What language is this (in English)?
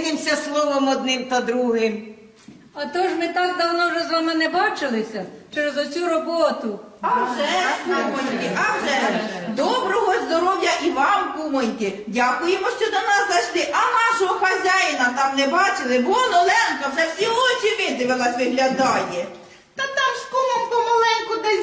Ukrainian